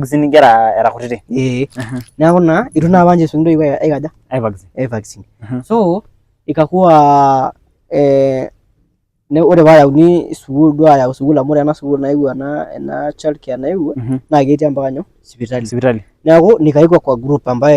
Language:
Masai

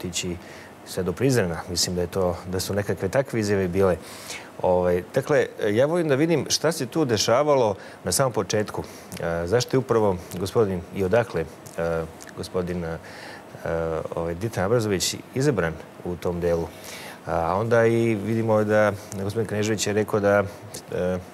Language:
Serbian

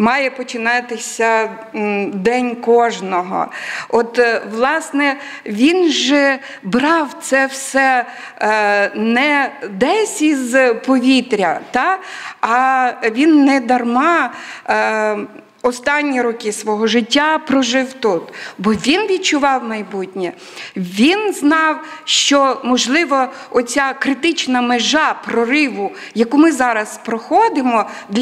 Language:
Ukrainian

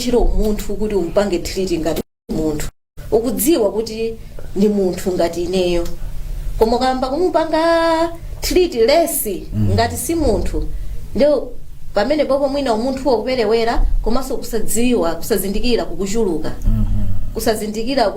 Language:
Nyanja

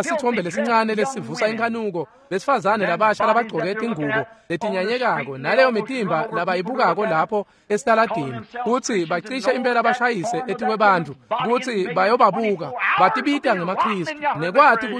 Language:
Swati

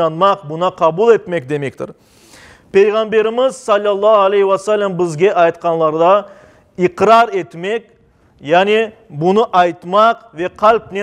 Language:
Crimean Tatar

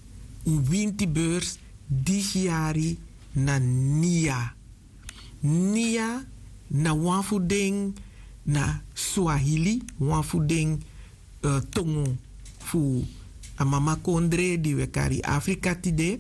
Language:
Sranan Tongo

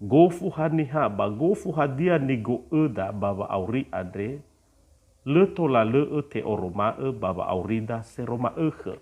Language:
Nias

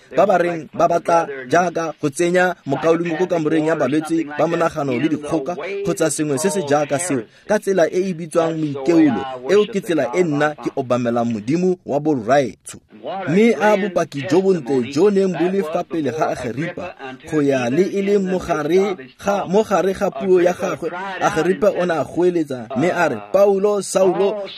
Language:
Tswana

